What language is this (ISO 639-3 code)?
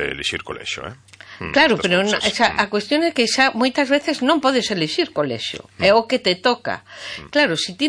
glg